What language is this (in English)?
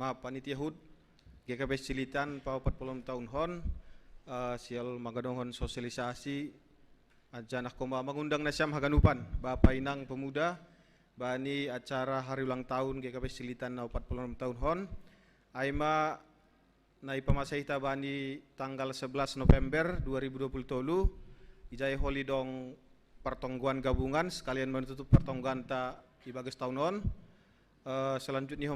Batak Simalungun